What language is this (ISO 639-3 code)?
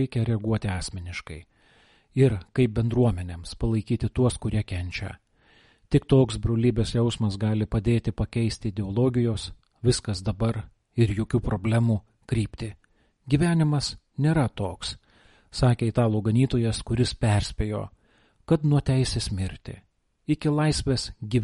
lit